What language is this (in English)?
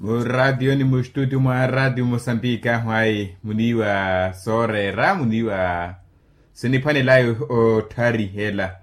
Makhuwa